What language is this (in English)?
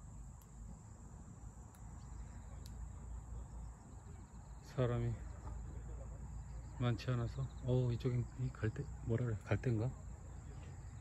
Korean